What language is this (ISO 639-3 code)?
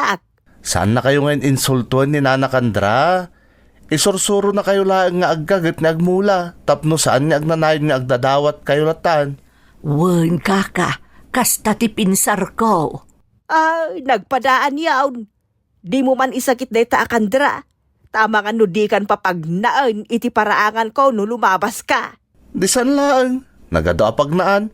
ilo